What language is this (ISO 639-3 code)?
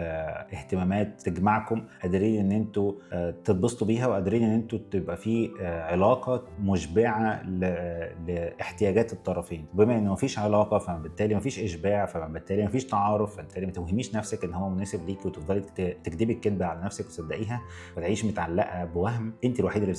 arz